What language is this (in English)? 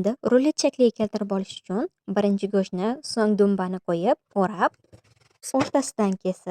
Uzbek